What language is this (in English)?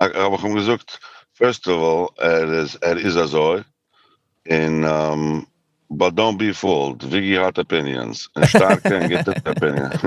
Yiddish